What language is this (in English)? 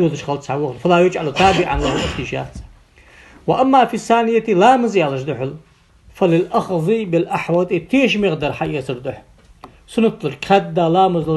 Ingush